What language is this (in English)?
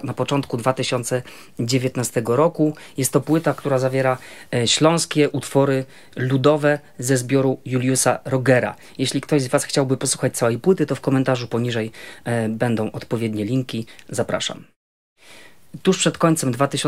Polish